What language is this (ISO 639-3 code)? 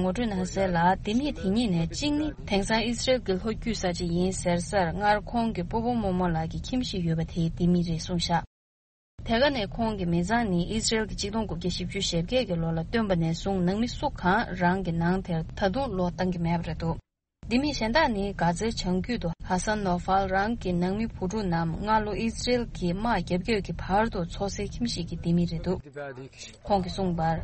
bod